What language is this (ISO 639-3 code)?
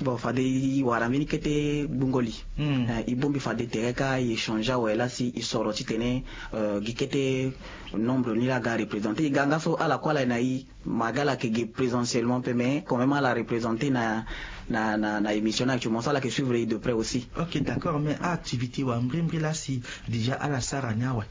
sag